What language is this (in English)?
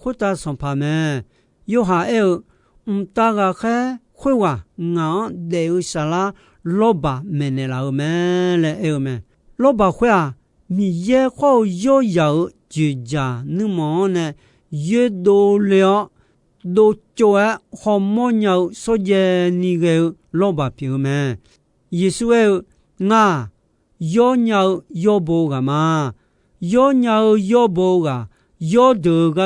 Akha